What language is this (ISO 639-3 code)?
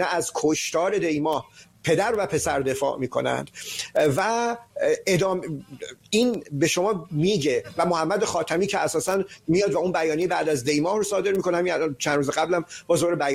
fas